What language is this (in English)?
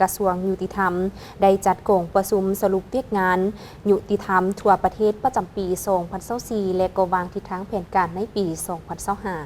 Lao